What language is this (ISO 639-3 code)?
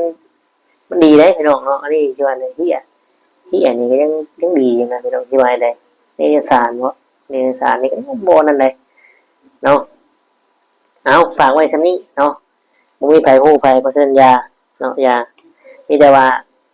lao